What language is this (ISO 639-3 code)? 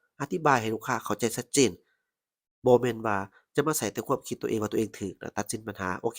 lao